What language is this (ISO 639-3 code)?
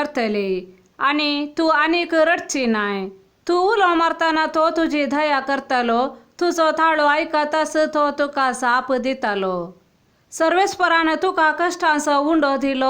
kok